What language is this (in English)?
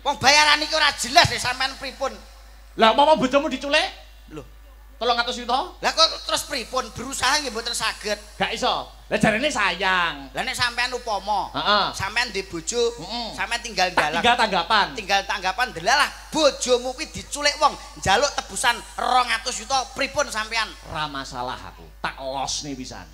Javanese